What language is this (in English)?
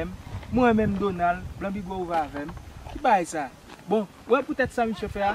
Haitian Creole